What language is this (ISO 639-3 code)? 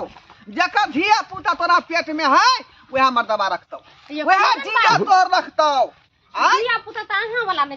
mai